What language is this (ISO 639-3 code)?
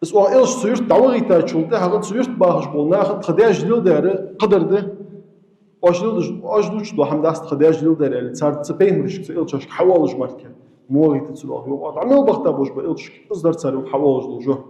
inh